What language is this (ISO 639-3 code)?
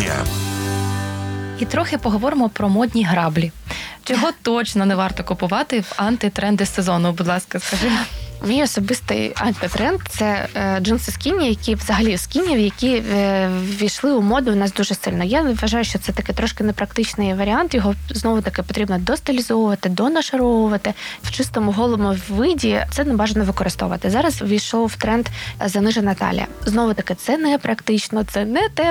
ukr